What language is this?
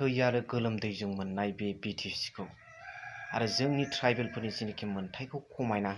Bodo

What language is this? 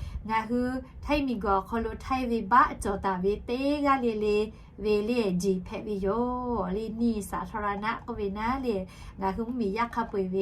Lahu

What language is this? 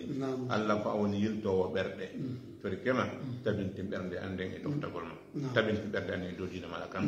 Fula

